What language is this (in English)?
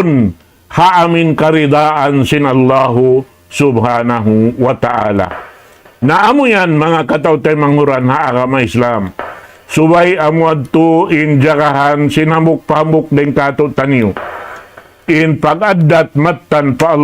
Tausug